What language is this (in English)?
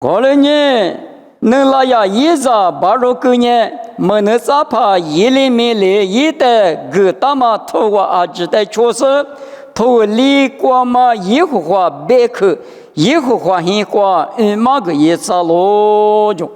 Lisu